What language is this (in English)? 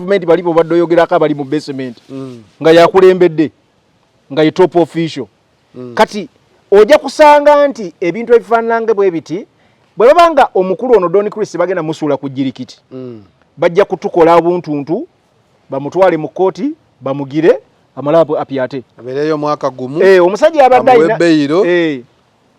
Ganda